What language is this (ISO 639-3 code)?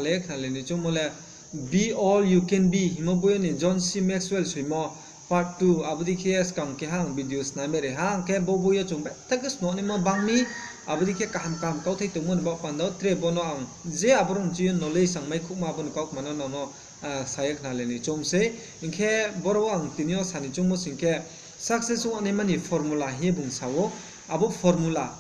ria